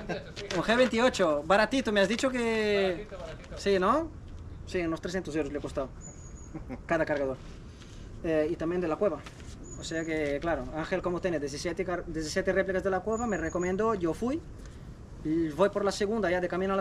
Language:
Spanish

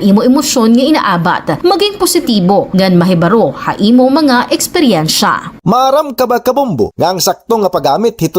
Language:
Waray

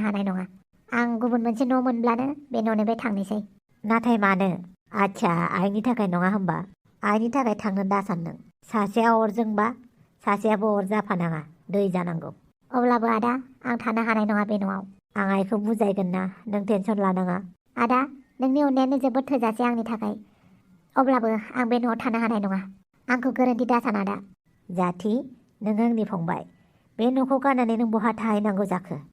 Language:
Bodo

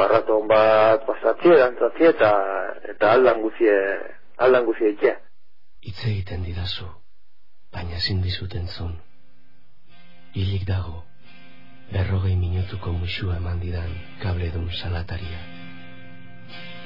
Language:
Basque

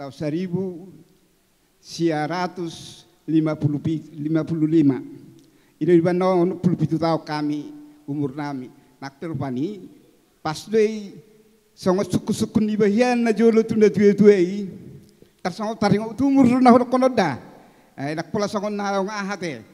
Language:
Batak Toba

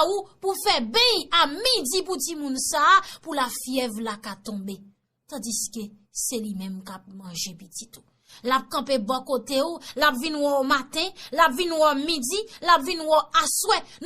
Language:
Haitian Creole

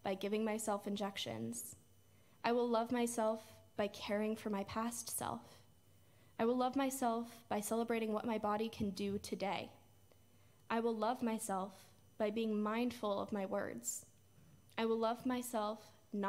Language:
English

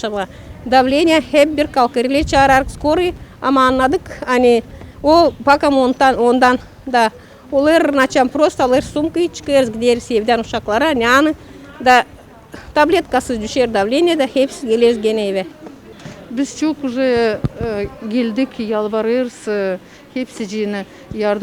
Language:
Gagauz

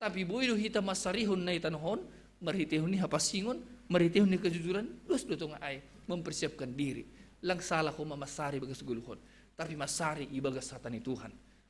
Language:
Batak Simalungun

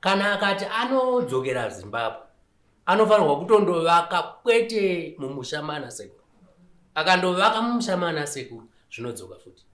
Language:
Shona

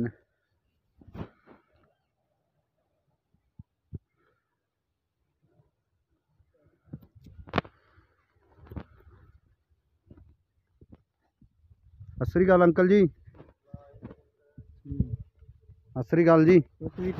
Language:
Punjabi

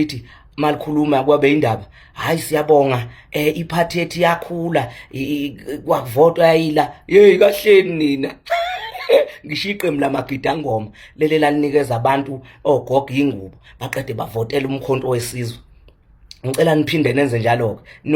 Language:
Zulu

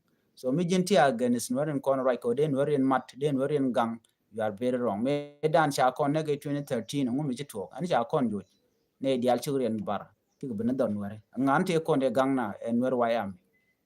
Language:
Nuer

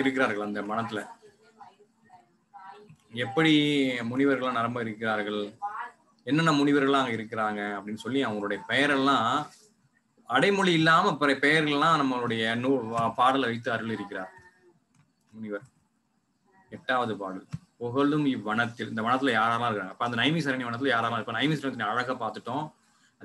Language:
Tamil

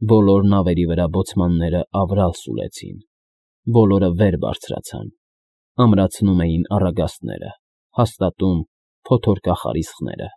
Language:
Armenian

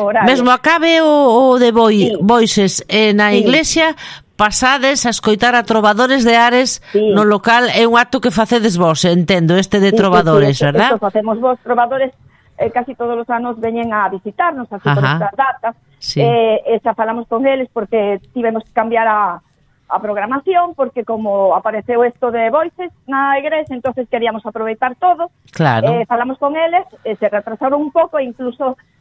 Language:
Galician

